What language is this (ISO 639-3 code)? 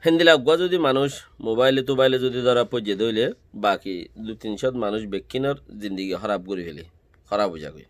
rhg